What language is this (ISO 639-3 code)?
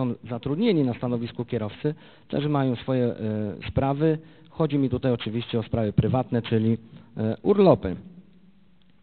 pol